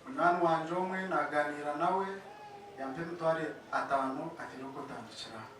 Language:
Nyankole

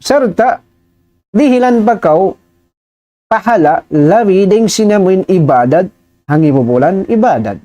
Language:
Tausug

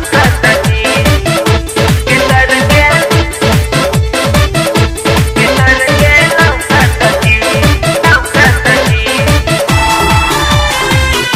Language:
Bhojpuri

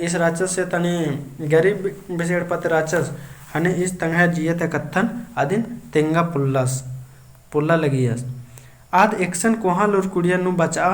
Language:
Kurukh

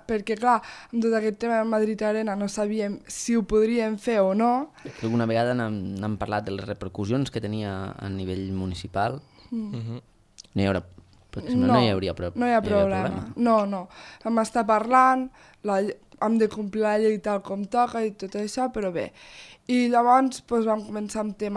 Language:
Catalan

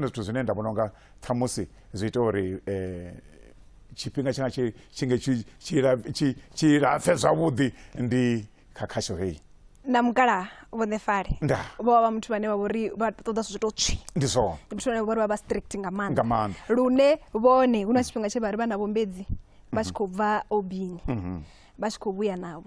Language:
Venda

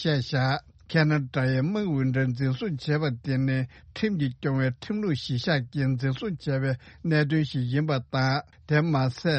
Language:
Tibetan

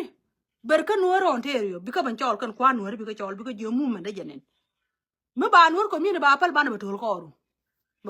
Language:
Nuer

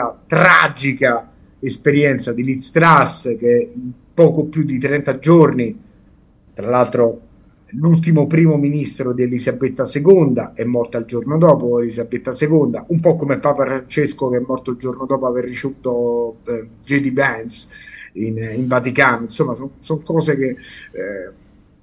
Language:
Italian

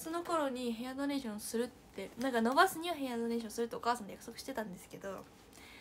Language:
Japanese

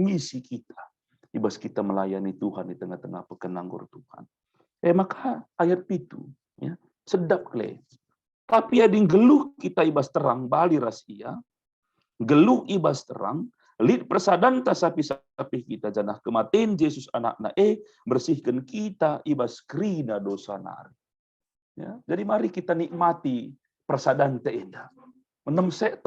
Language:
Batak Karo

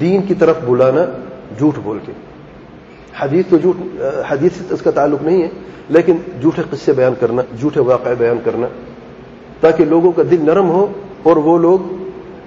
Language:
Urdu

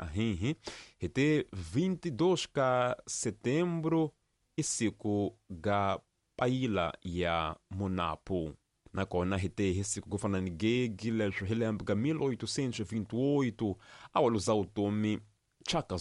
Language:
Tsonga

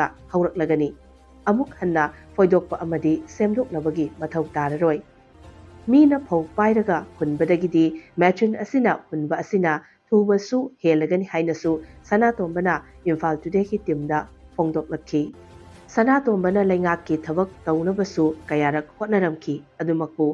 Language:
Manipuri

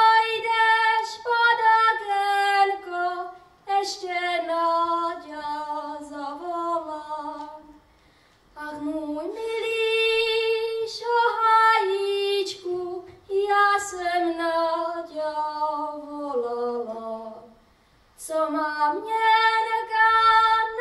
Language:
Czech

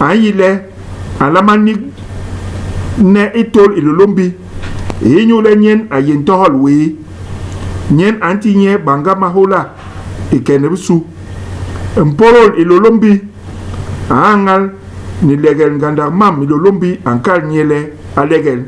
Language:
Basaa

